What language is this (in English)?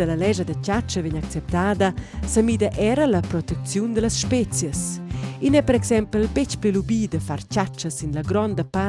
Romansh